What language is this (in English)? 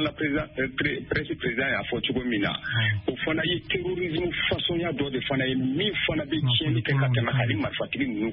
Bambara